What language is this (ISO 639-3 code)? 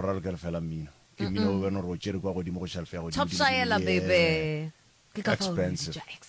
nso